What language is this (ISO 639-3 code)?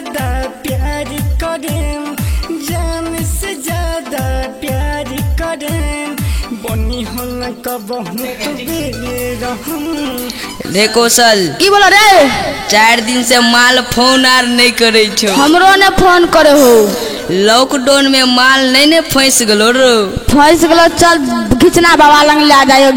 mai